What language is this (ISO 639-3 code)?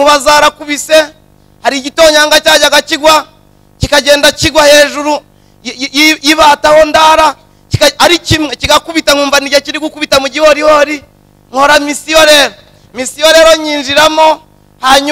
kin